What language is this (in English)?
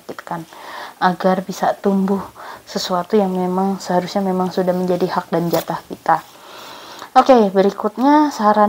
Indonesian